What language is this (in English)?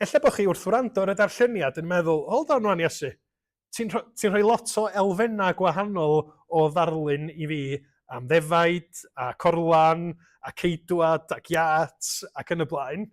Welsh